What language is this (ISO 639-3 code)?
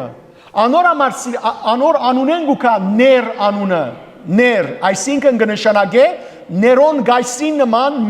hyw